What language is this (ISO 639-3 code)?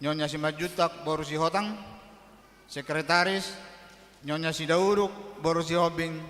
bbc